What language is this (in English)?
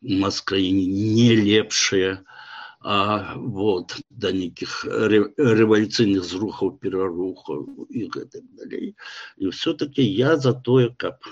Belarusian